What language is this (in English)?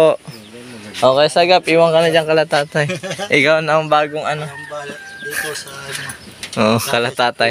Filipino